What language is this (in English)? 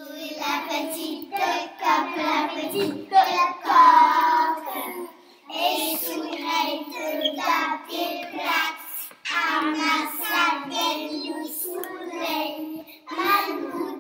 Occitan